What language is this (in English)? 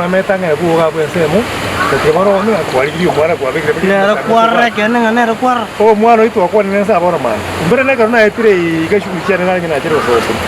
Gusii